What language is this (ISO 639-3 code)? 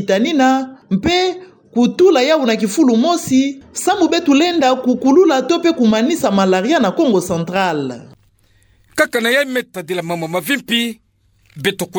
ktu